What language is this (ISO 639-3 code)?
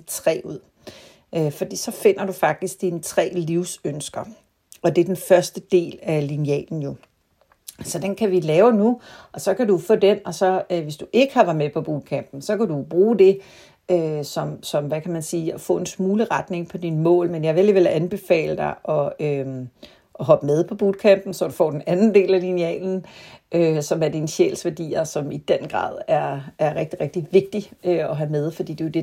dan